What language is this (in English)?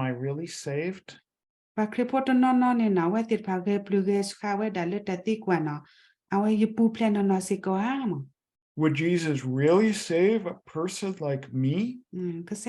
S'gaw Karen